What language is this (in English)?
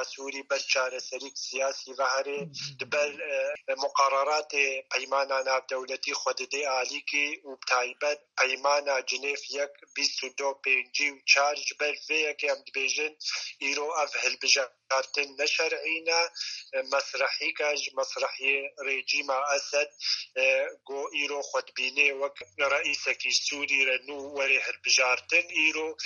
Kurdish